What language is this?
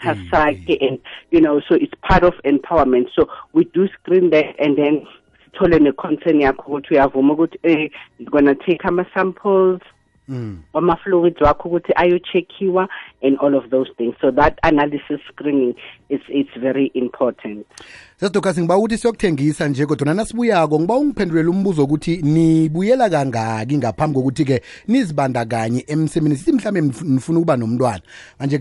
South Ndebele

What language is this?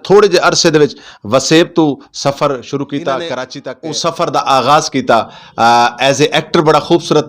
Saraiki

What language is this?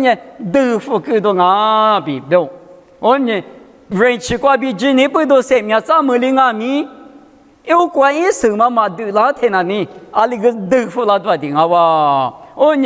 Lisu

